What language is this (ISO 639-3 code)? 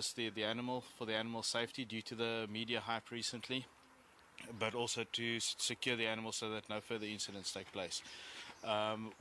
eng